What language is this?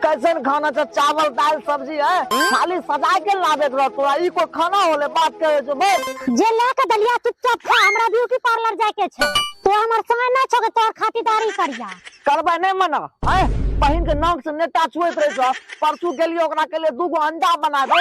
Maithili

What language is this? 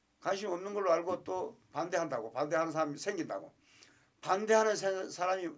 Korean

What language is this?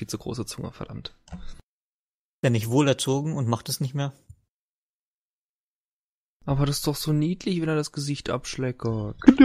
German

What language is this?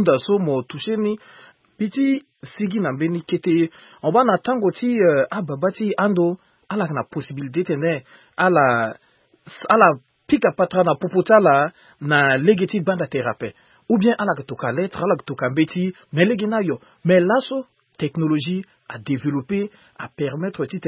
Sango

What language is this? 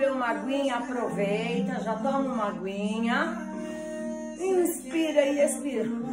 Portuguese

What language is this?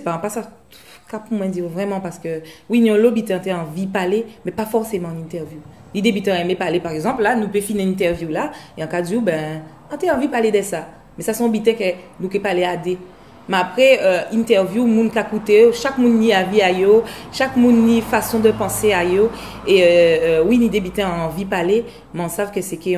Guadeloupean Creole French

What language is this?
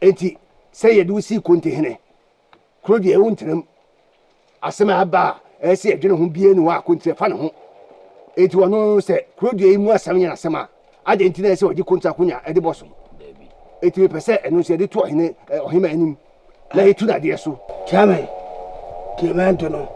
Akan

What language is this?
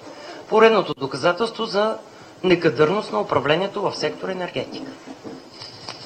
Bulgarian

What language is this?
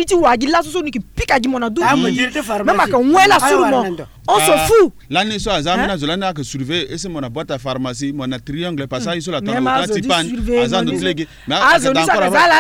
Sango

